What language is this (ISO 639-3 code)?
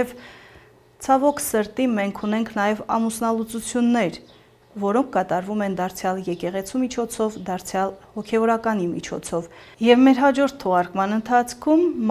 hye